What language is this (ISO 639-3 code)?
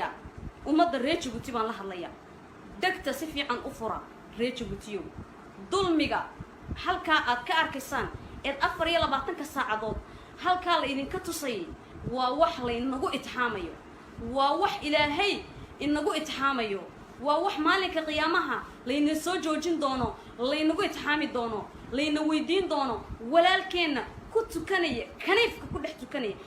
som